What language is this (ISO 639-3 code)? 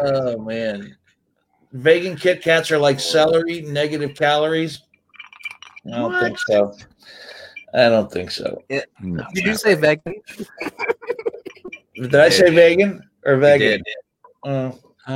eng